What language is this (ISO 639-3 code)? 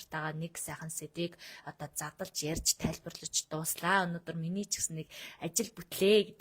mon